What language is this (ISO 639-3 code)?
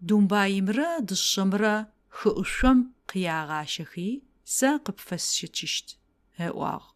ady